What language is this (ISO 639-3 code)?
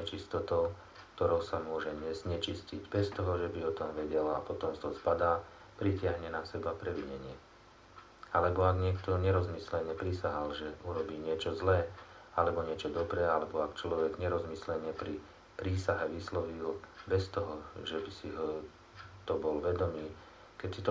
slk